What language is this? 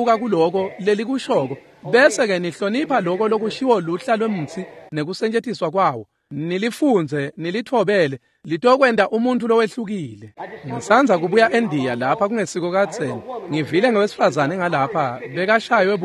Swati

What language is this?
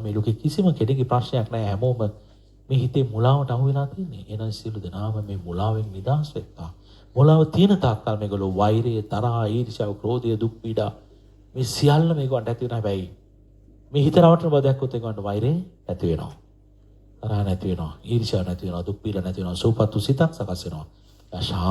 Sinhala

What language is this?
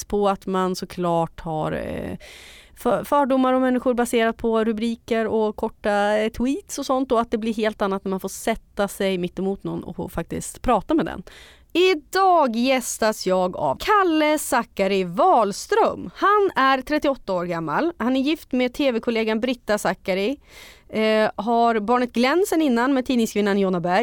Swedish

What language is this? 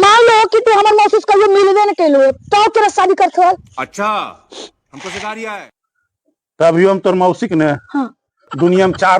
Magahi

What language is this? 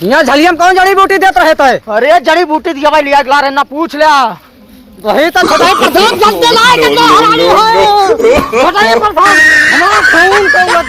Awadhi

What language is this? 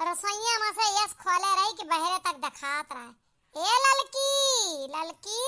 Awadhi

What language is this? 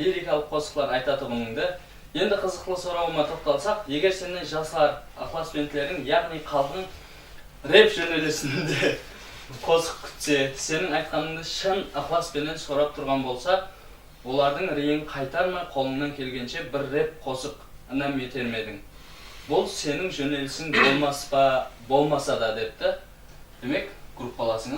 Kara-Kalpak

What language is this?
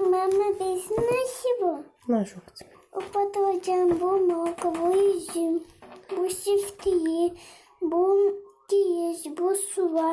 Gagauz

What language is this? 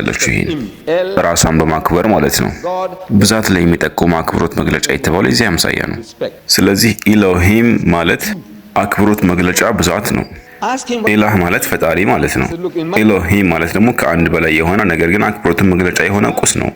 Amharic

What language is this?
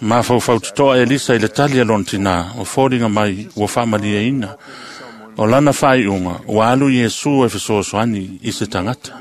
Samoan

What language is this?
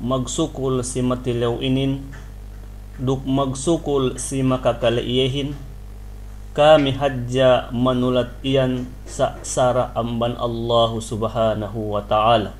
Yakan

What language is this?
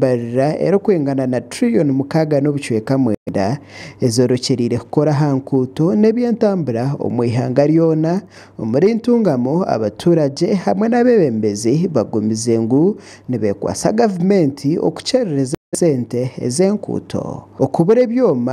Nyankole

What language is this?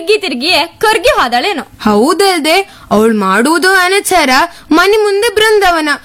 Kannada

